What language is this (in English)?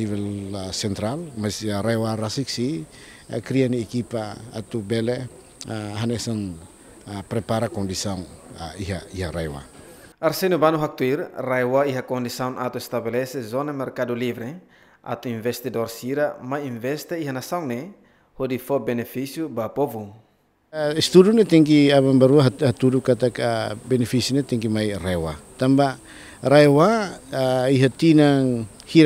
Tetum